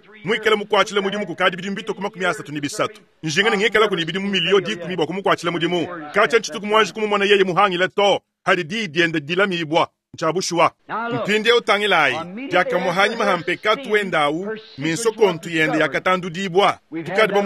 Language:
Luba-Lulua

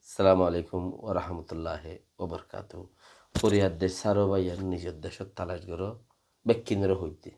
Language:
Rohingya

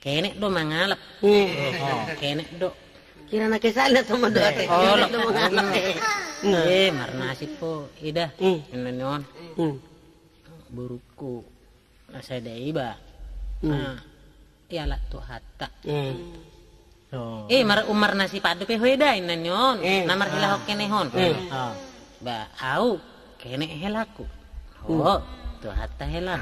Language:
Batak Toba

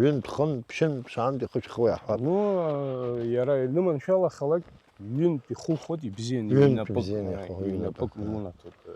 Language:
Abkhazian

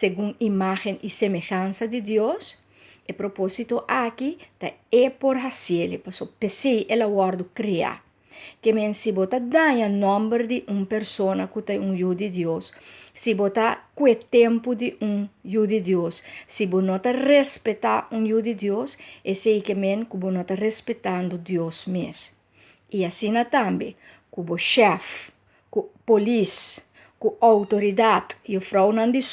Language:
Papiamento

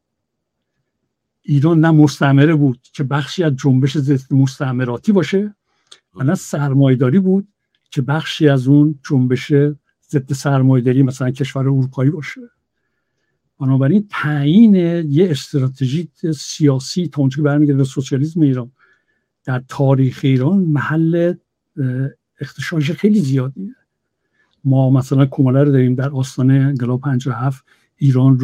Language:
Persian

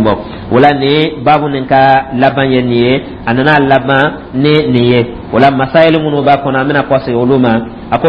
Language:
Dyula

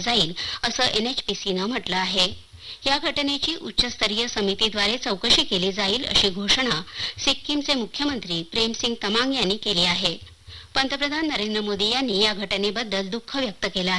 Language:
Marathi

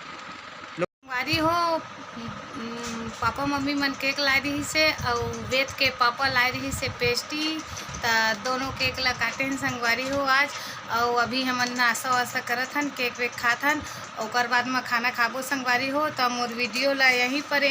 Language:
Chhattisgarhi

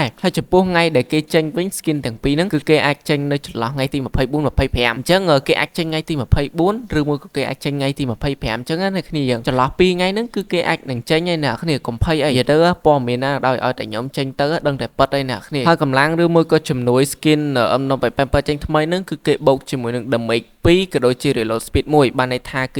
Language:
Khmer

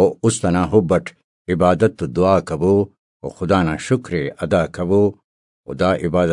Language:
Brahui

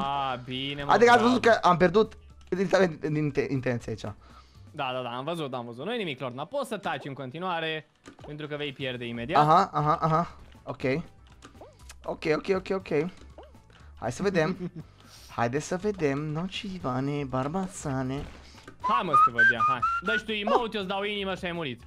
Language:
Romanian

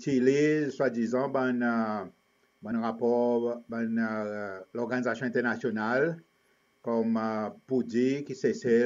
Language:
Seselwa Creole French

